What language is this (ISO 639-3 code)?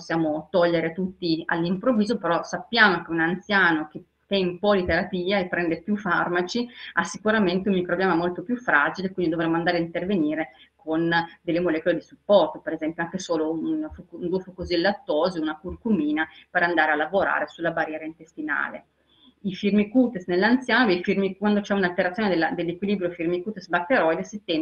ita